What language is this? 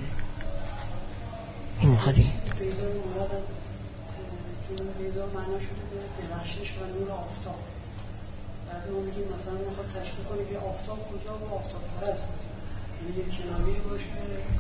Persian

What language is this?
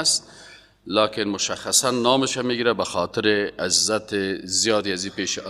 Persian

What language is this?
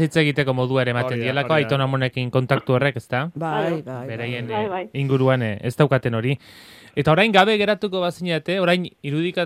Basque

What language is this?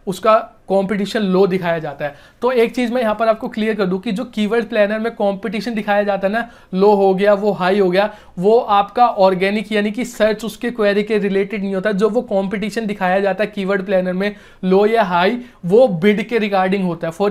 Hindi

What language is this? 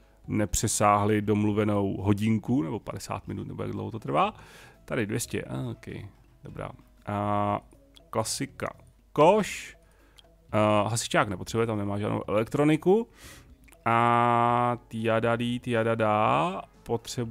Czech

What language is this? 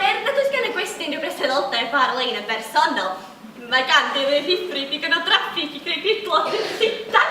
Welsh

